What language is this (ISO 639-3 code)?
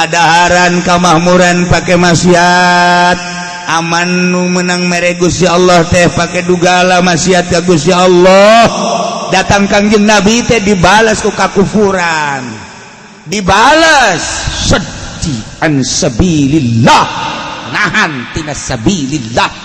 sun